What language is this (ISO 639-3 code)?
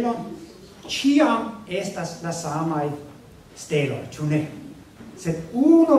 epo